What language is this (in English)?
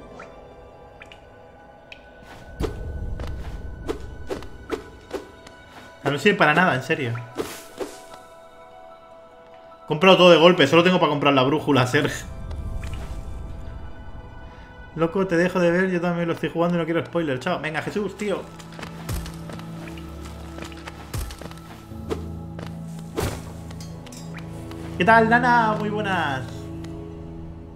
Spanish